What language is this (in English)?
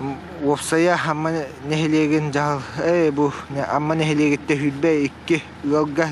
Yakut